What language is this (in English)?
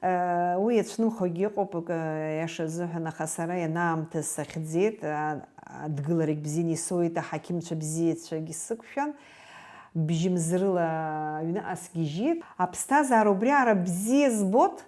Abkhazian